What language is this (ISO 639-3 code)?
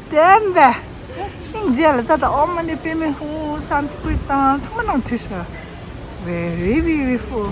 bod